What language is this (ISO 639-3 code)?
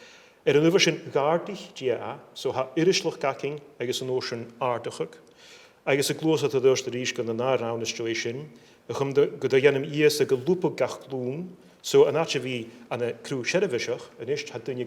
gla